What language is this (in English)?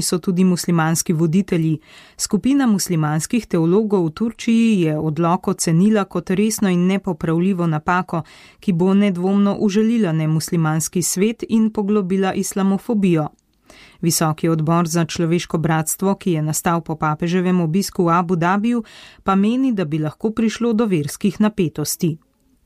Slovenian